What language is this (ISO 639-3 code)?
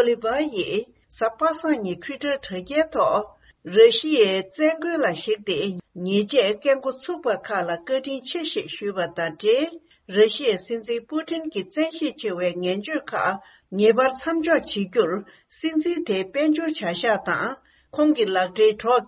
bod